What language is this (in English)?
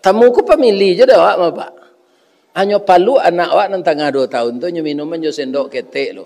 Minangkabau